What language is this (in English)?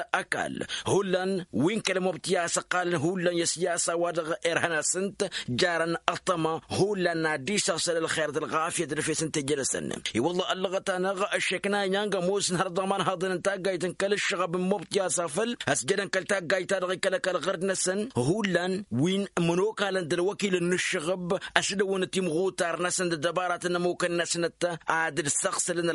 Tamasheq